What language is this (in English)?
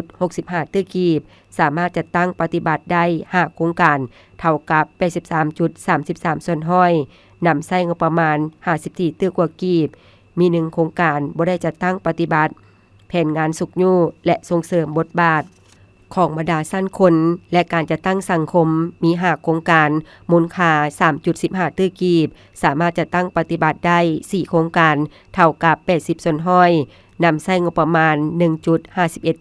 Lao